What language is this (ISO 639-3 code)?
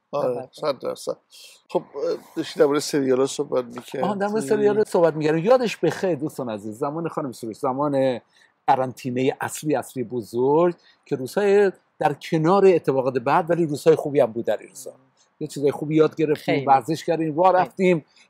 fas